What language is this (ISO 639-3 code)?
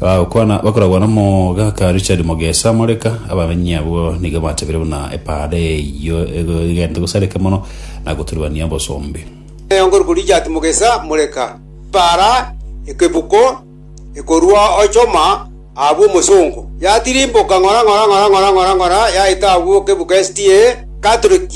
guz